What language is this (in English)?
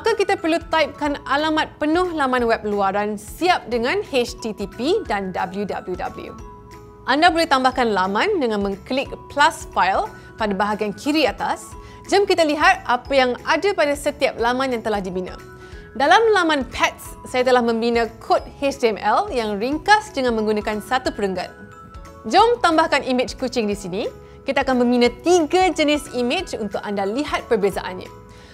Malay